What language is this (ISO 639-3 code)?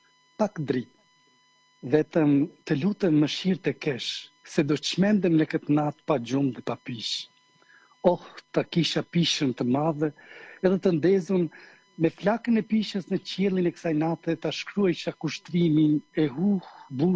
sqi